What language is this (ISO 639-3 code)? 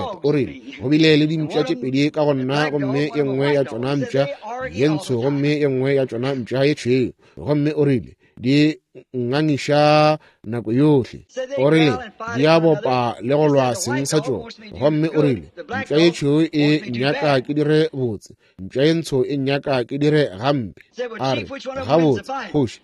nso